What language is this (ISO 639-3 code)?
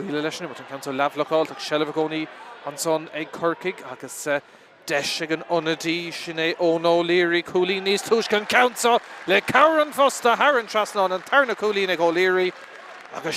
gle